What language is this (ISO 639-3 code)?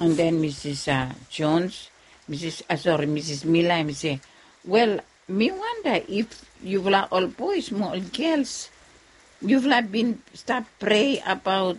bis